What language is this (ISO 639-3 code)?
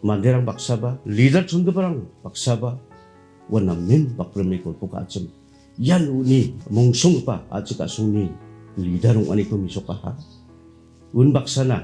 grt